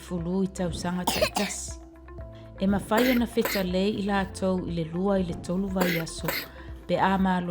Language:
Samoan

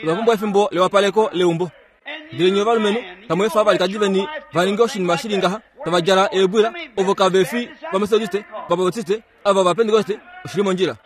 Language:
Kuanyama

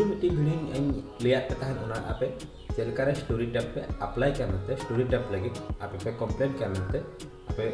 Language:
Santali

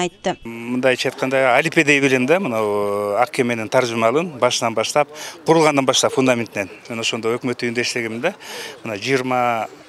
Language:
Kyrgyz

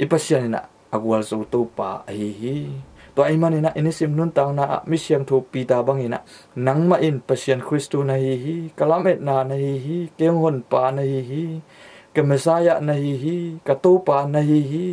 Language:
Tedim Chin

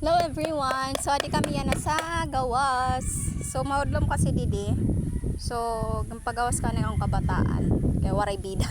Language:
Waray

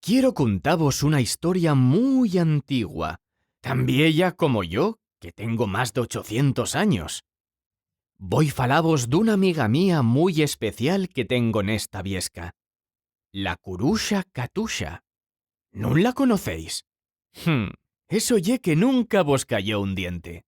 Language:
Asturian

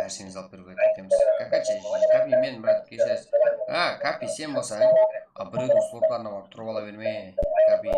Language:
Kara-Kalpak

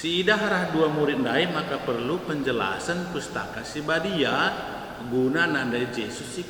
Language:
Batak Karo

